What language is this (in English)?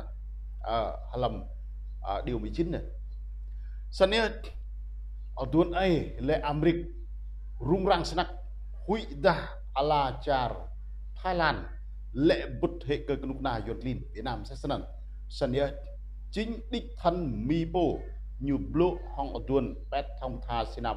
Rade